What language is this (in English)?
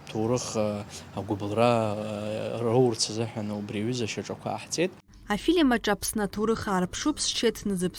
Abkhazian